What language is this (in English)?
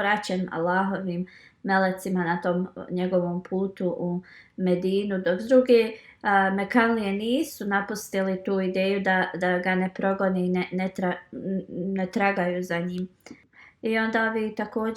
Bosnian